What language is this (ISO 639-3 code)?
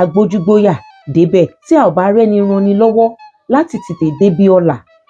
yor